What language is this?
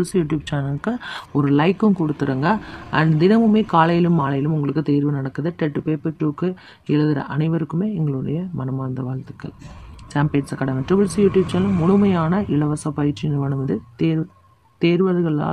Tamil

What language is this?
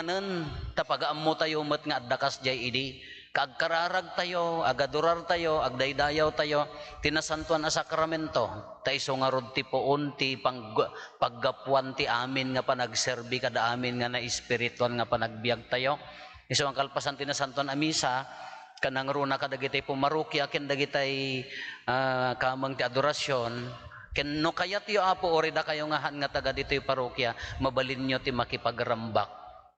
Iloko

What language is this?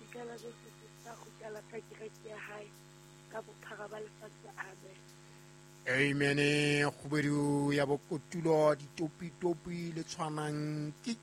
Southern Sotho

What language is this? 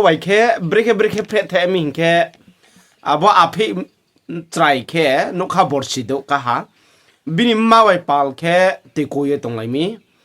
Riang (India)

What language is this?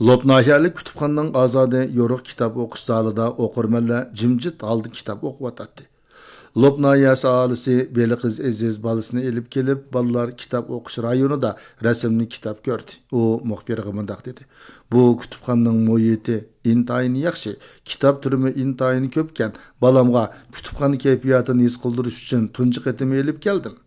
Uyghur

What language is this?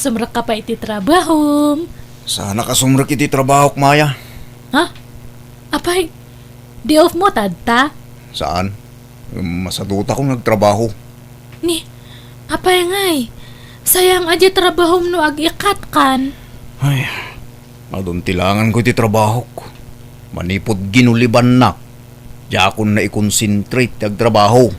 Iloko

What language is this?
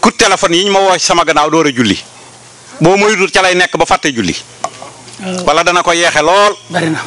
Wolof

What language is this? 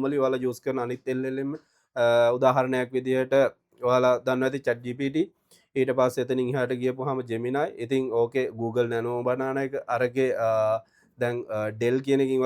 Sinhala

